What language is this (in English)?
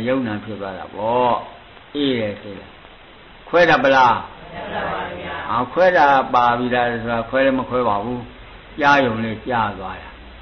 Burmese